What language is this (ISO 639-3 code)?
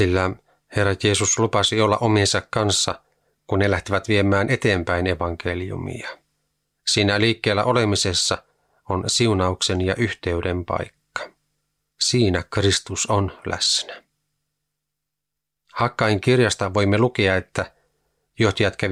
fin